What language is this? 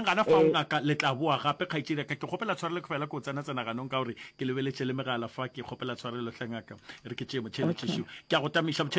Northern Sotho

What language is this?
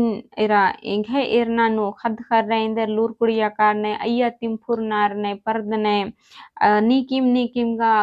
Kurukh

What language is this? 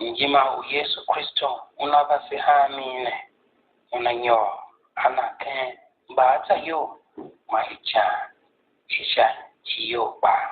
Tiv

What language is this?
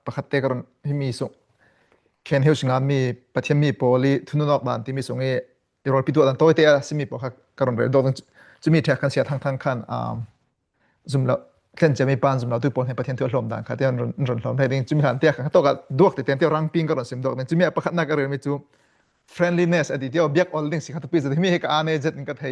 Falam Chin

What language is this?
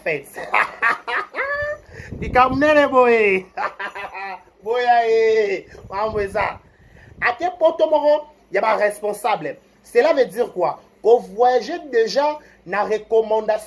Lingala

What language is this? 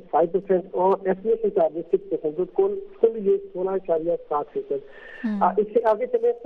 Urdu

